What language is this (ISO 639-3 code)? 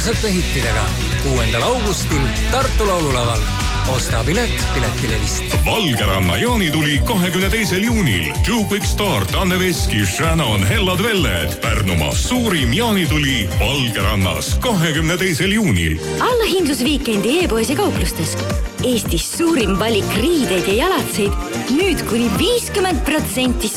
est